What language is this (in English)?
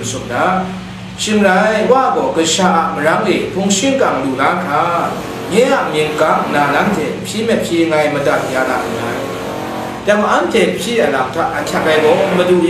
Kachin